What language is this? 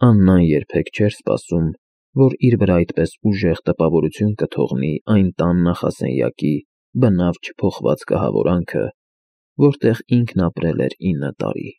Armenian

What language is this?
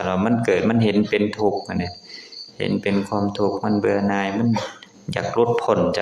Lao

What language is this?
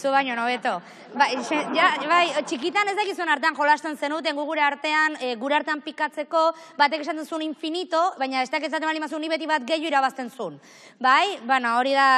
Basque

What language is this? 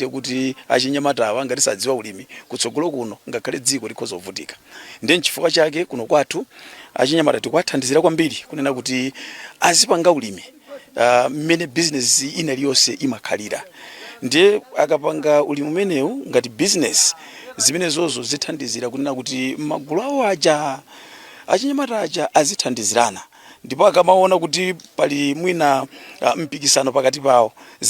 Nyanja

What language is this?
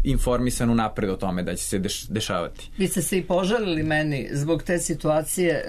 Serbian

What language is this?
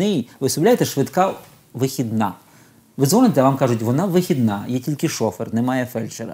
Ukrainian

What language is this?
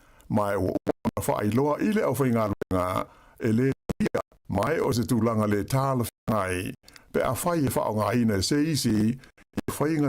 Samoan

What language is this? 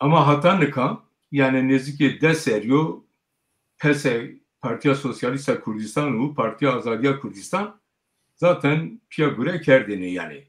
Zaza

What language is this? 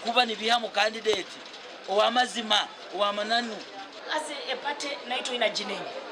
Nyankole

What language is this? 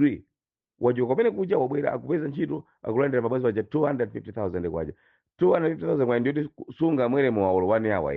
Nyanja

